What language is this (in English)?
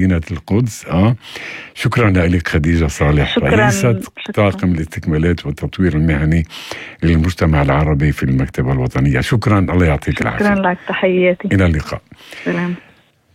North Levantine Arabic